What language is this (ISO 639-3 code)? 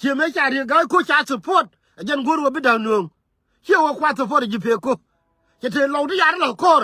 nus